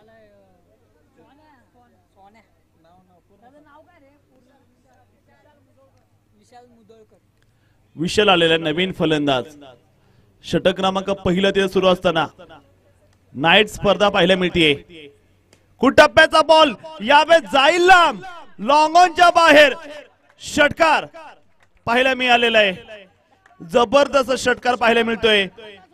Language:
Marathi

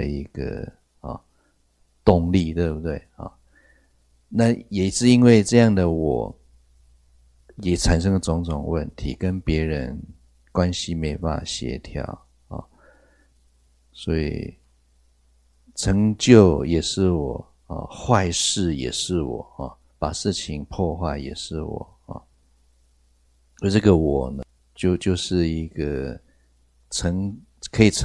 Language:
Chinese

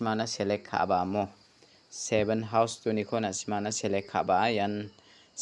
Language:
Garo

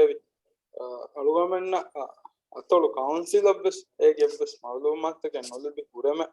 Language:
Divehi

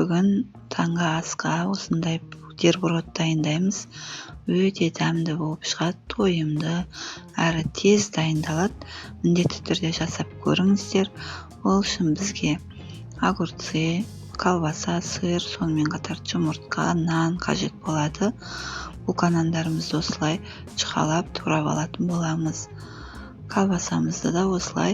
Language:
Kazakh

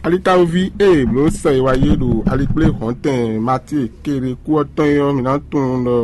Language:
Fon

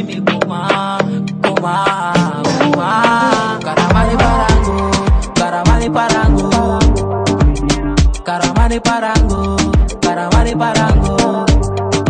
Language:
Swahili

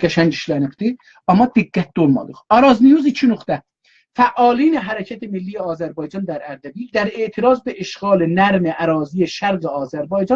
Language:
South Azerbaijani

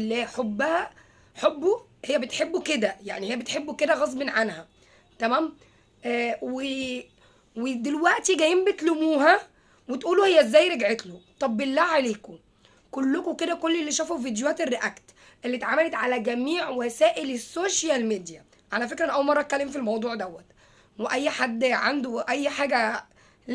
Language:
Egyptian Arabic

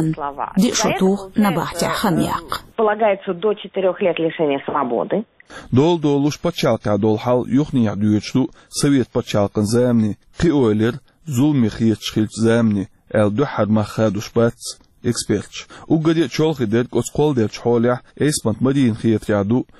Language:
Chechen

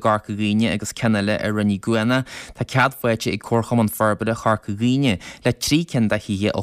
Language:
Irish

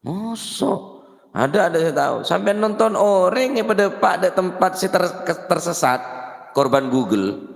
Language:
Madurese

